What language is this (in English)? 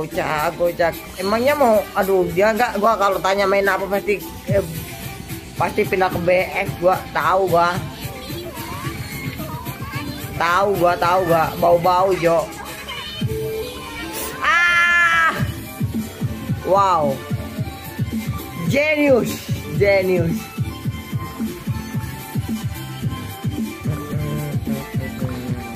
Indonesian